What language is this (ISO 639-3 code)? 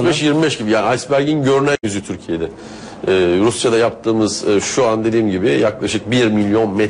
tur